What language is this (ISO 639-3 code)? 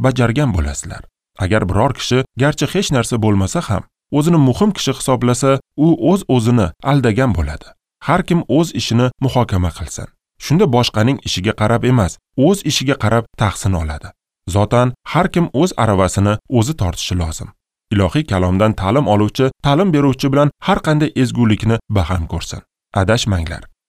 uzb